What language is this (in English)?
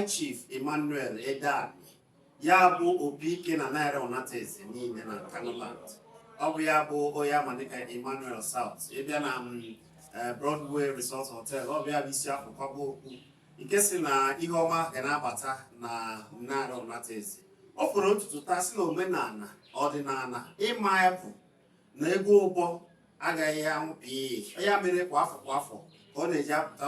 Igbo